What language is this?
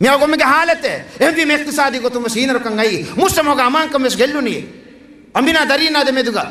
Divehi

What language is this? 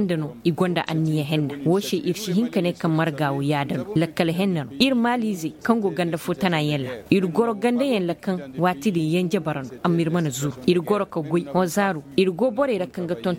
Zarma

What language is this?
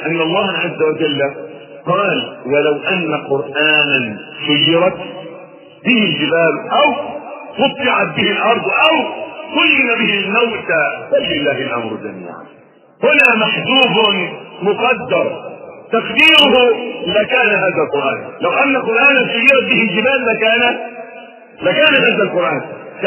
Arabic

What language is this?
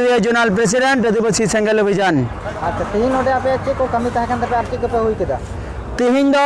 Santali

